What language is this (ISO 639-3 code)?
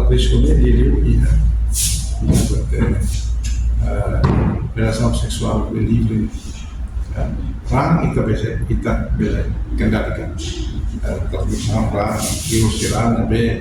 tet